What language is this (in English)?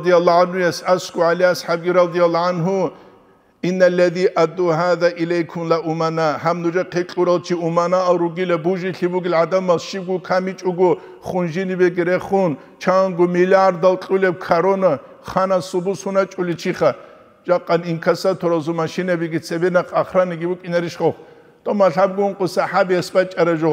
Avaric